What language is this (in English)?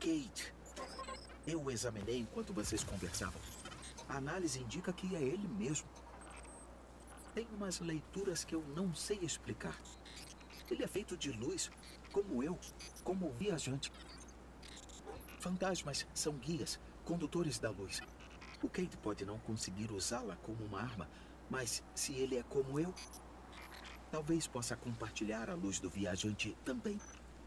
Portuguese